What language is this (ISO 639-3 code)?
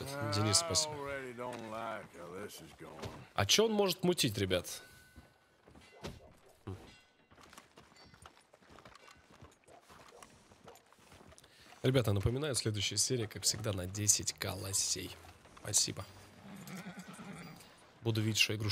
rus